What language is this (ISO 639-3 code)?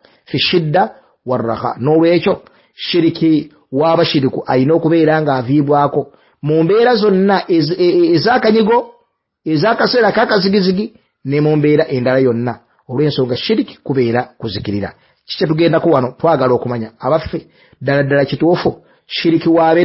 lug